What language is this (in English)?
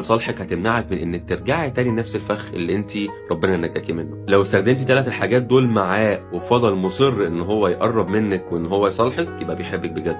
Egyptian Arabic